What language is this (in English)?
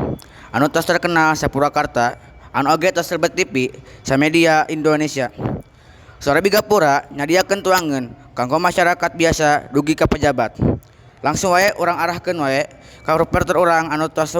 Sundanese